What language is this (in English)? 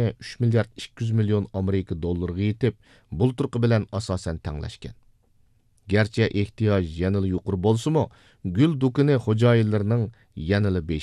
Uyghur